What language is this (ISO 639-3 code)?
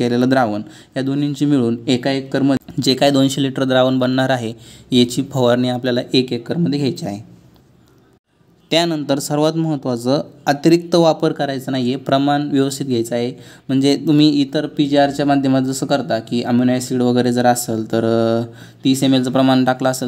mar